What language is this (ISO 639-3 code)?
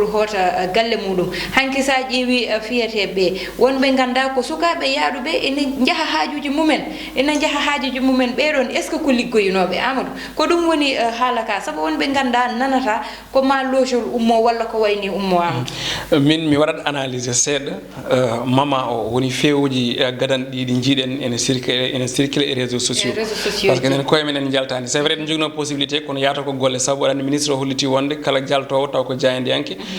ful